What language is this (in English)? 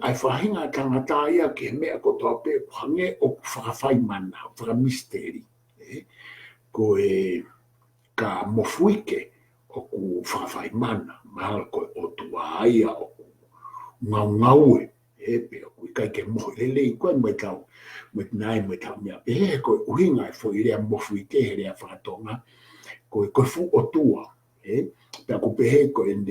Tongan